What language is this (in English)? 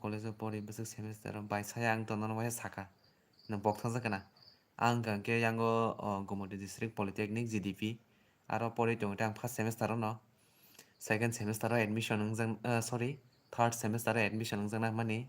Kok Borok